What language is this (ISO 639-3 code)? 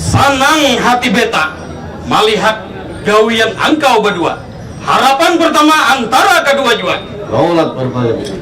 bjn